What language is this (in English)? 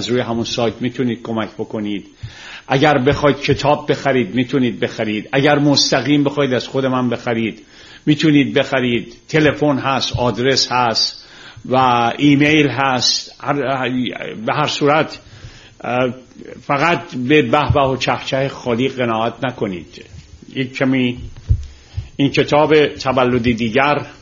Persian